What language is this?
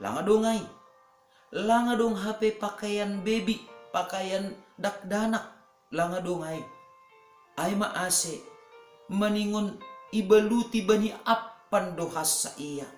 Batak Simalungun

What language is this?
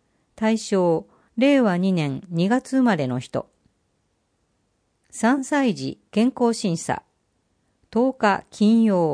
Japanese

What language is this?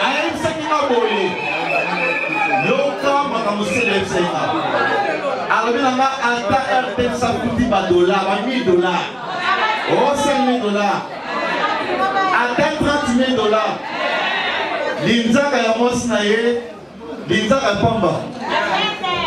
French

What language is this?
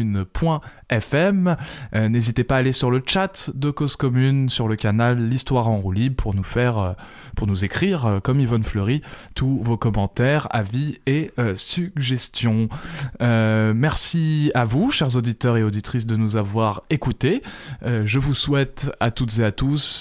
French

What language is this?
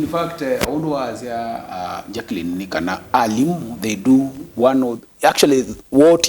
Kamba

